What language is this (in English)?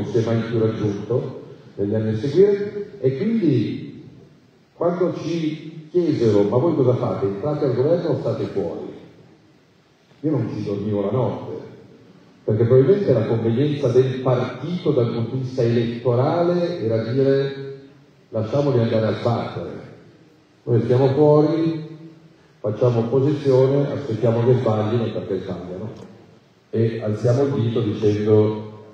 Italian